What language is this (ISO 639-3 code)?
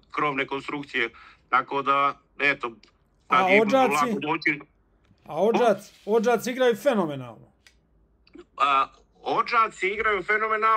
srp